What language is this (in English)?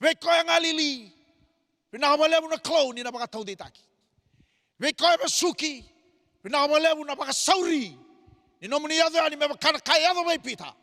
Fijian